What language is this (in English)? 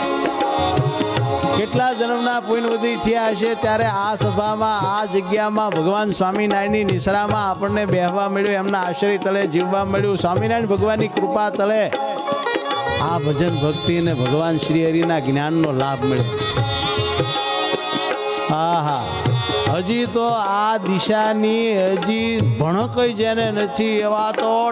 Gujarati